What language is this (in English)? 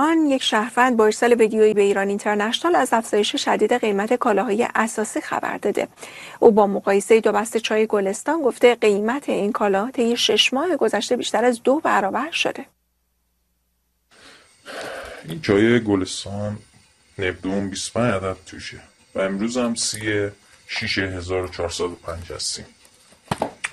Persian